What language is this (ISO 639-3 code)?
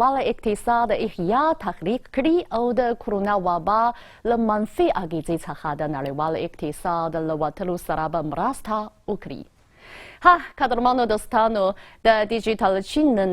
pus